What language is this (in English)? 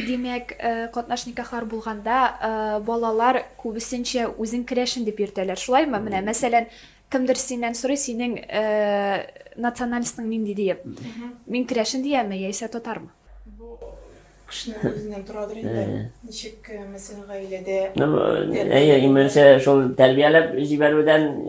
Tatar